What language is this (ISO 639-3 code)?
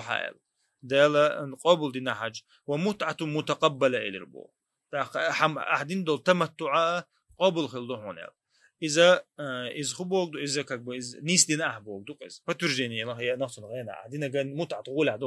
che